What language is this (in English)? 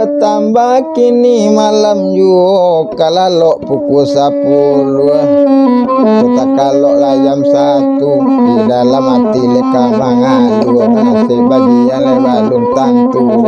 Minangkabau